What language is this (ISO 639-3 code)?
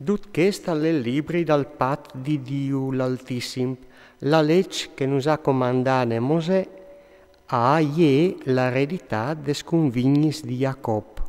fur